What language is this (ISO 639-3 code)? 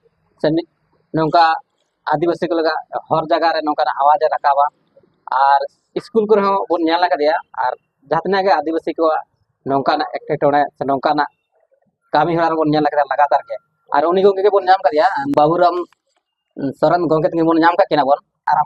sat